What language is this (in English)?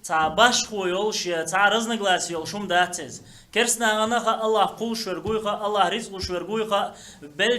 Chechen